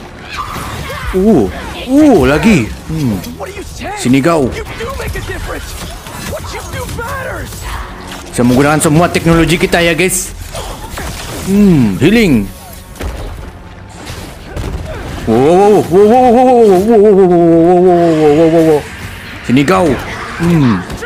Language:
Malay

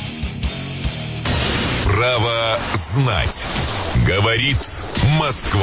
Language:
Russian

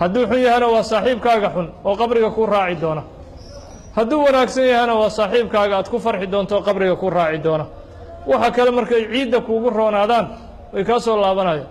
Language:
Somali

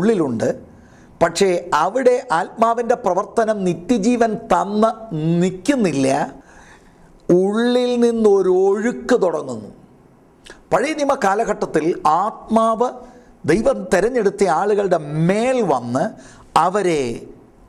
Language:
Malayalam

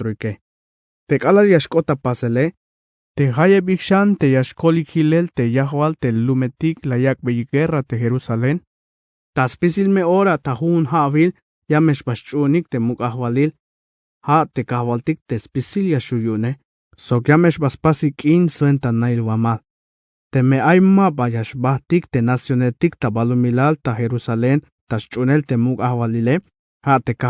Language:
Tzeltal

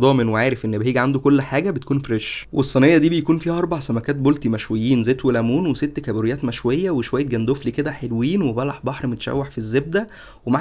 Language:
Egyptian Arabic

